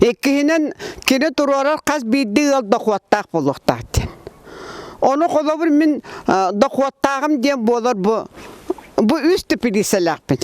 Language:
Yakut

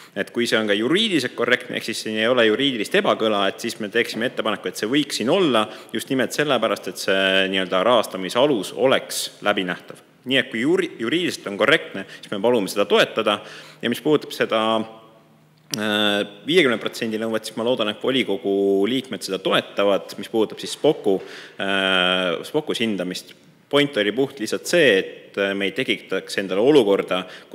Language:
Estonian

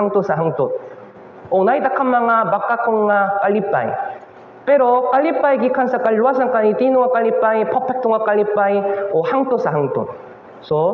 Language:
Cebuano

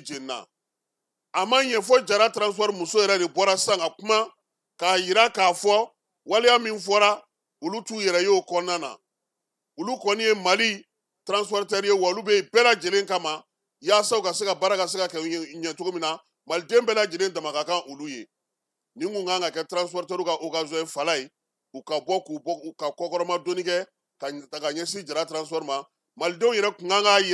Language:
Bambara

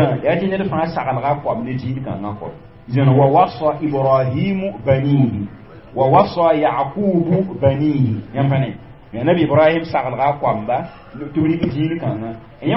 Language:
Mossi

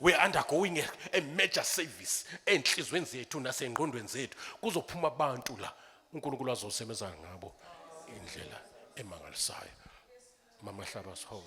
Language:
Zulu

